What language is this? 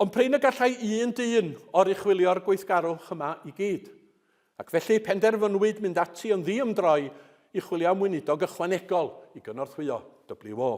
Welsh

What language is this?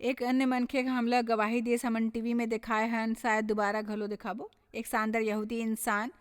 Chhattisgarhi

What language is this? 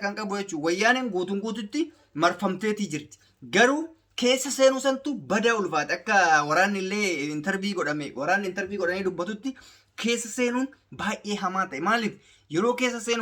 Oromo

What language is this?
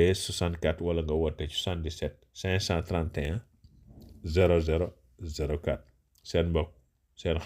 Wolof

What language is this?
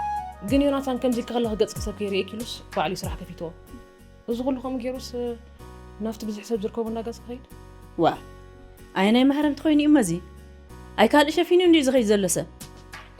Tigrinya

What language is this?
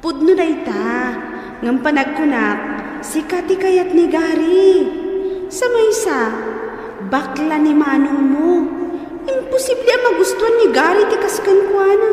Iloko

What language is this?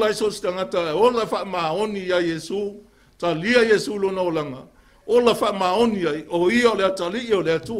Samoan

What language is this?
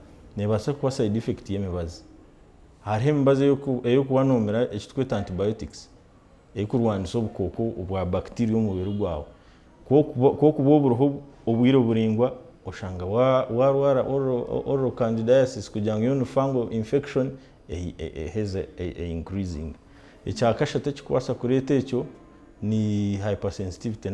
Nyankole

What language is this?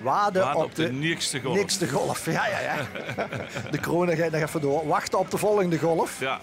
Limburgish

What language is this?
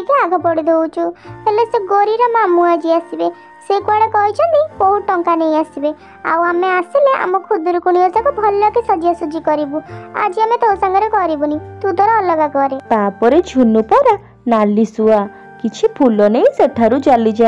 Odia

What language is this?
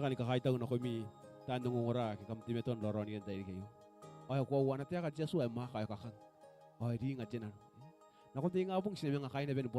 Gilbertese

